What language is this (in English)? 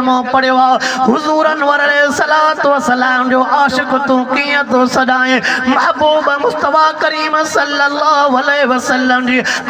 Sindhi